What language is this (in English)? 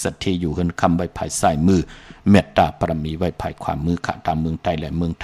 Shan